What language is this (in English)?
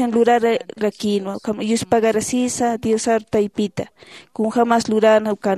Aymara